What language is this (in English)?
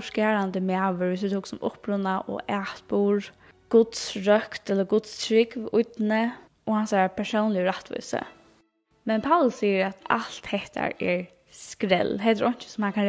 Faroese